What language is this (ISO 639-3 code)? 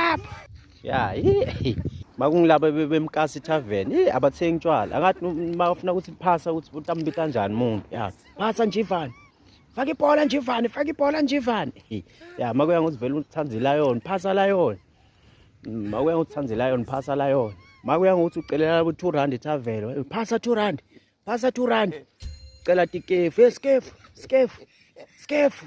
zul